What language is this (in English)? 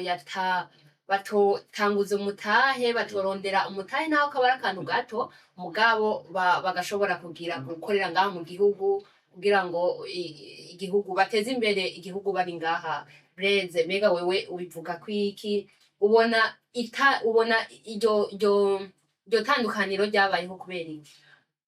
Rundi